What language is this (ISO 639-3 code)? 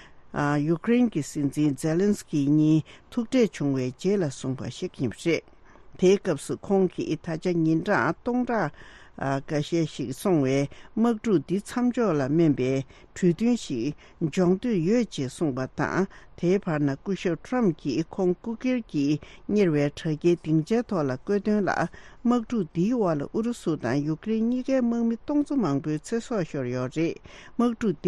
bod